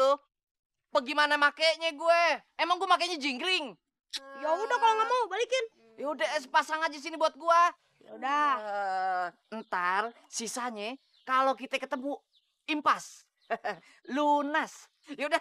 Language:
Betawi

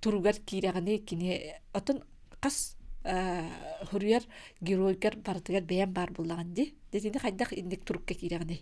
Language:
Yakut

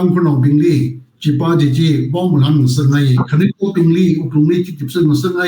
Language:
Tangkhul Naga (India)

